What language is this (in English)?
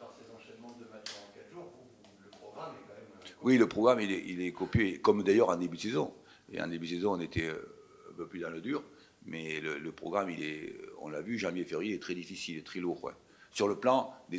French